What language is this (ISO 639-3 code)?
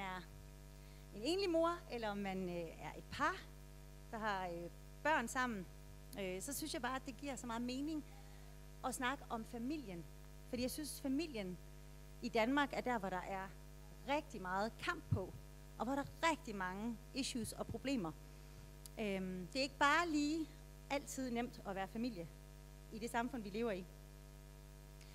dan